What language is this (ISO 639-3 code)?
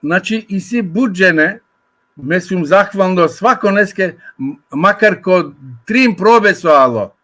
rmn